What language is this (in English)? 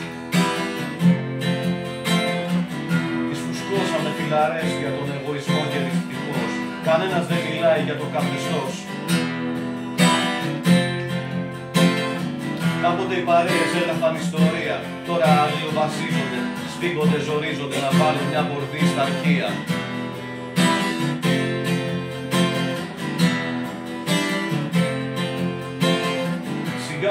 Greek